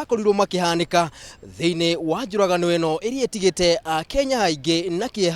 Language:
Kikuyu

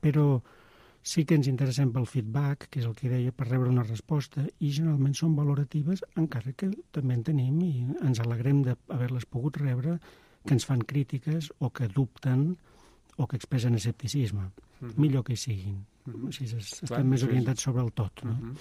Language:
Catalan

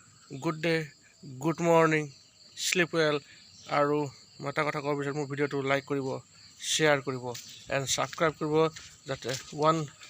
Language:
Assamese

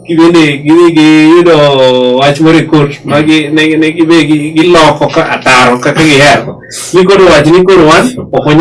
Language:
Luo (Kenya and Tanzania)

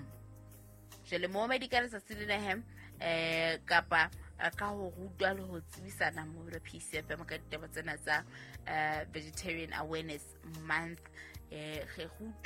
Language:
Southern Sotho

